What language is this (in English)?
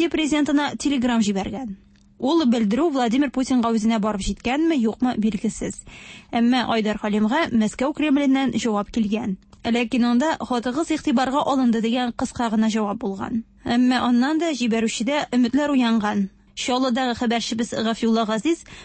Tatar